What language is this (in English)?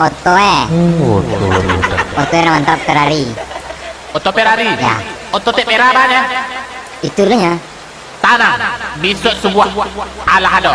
Minangkabau